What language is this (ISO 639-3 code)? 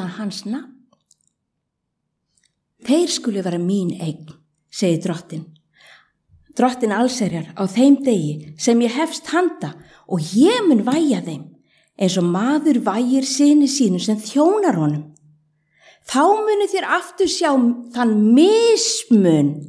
isl